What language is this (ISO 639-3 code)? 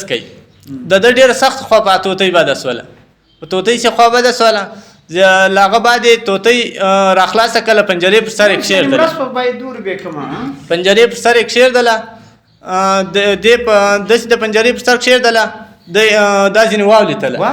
pus